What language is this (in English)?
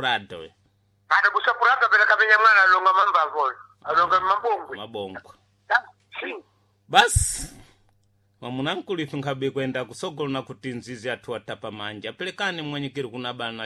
Sena